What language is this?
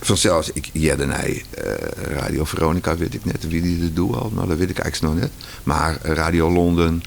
Western Frisian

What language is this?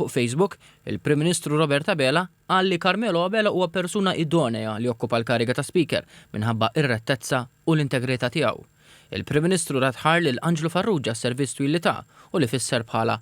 Maltese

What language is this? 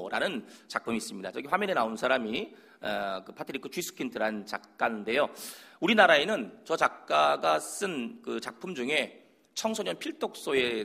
Korean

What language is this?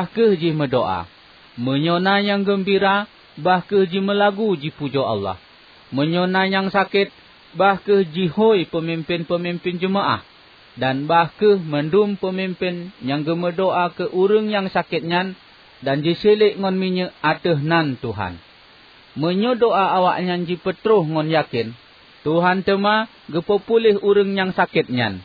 Achinese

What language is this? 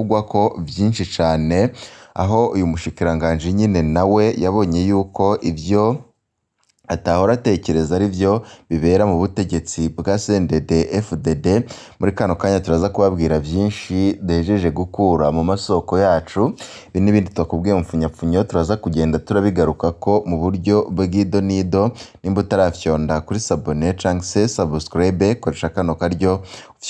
Rundi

